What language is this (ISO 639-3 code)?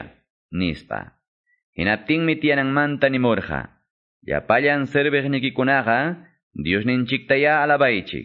que